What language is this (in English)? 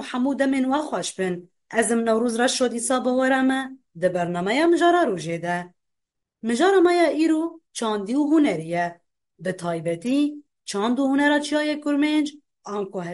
Kurdish